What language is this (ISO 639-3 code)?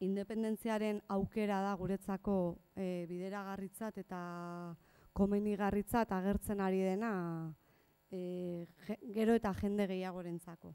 eus